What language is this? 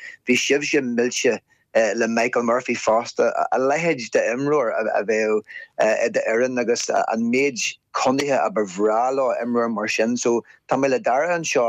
Irish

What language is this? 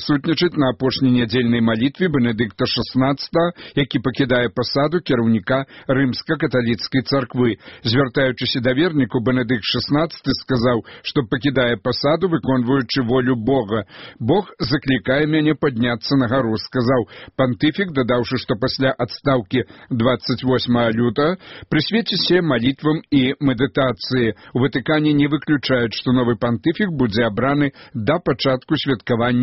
Belarusian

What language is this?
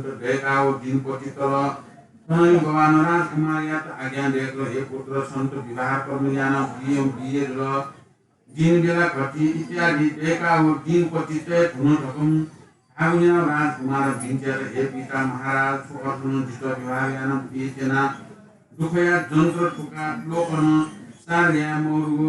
Newari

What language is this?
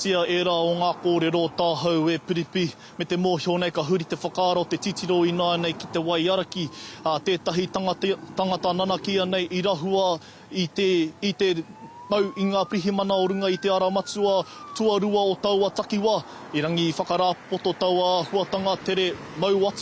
Māori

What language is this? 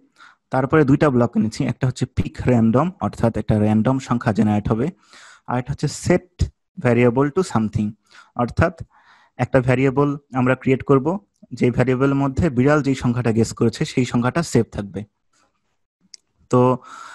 Bangla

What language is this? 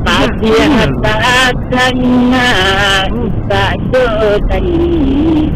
Minangkabau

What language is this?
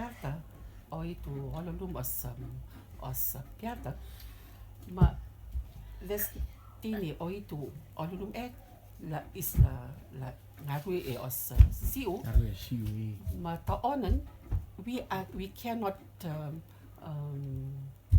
Rotuman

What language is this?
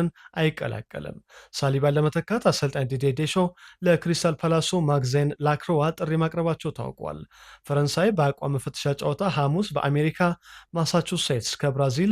Amharic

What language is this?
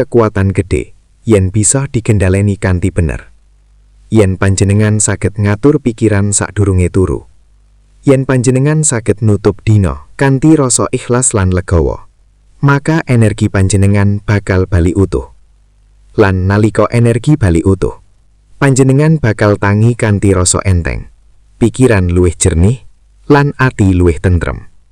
Javanese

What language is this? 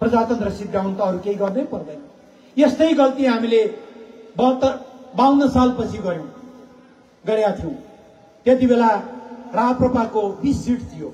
Nepali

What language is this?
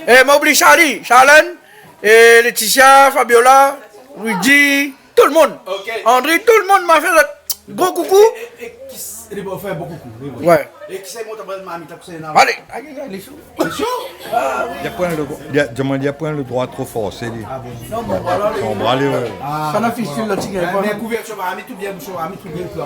Réunion Creole French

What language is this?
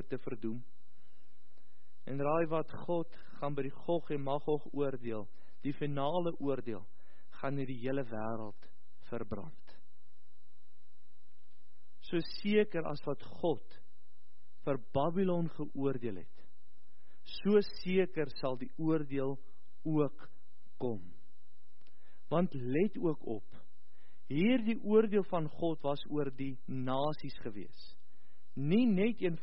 Afrikaans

